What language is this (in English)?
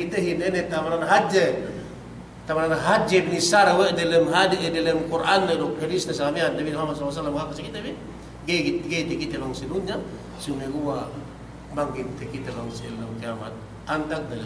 Yakan